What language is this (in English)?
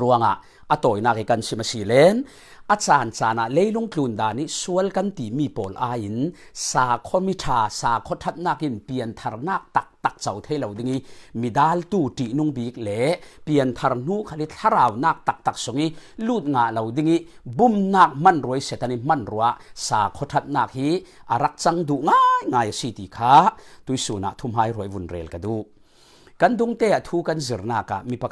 Falam Chin